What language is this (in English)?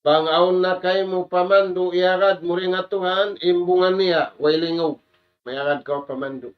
Tausug